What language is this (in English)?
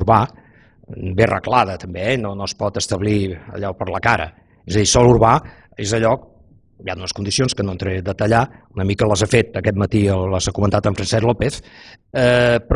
Catalan